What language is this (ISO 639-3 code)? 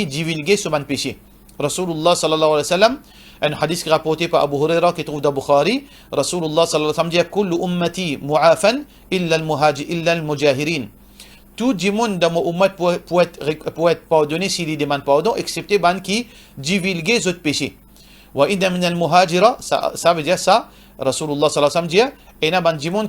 mfe